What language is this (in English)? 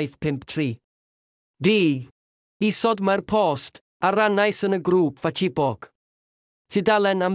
Welsh